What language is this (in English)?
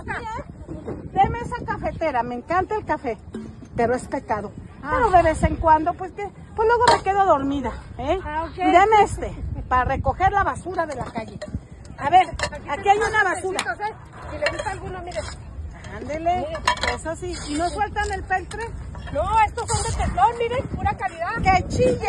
Spanish